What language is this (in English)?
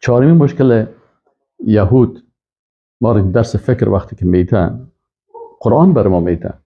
Persian